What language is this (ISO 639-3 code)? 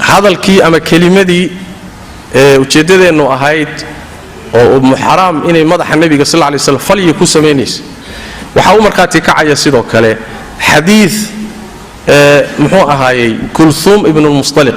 som